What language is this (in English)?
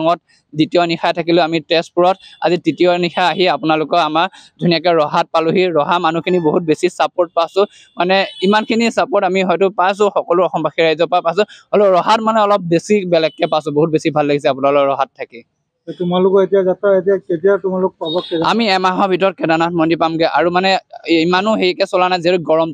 Assamese